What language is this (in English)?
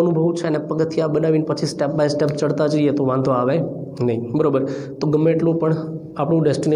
Gujarati